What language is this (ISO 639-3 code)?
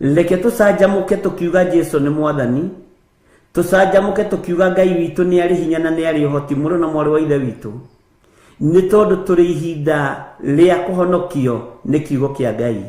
kik